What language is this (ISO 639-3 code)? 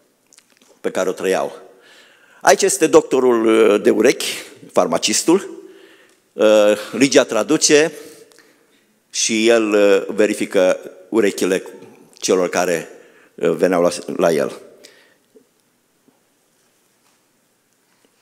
ron